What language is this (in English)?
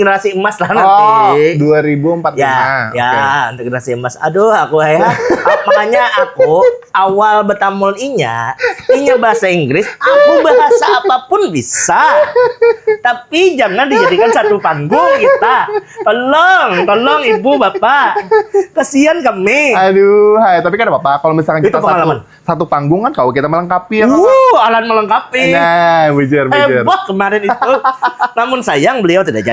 Banjar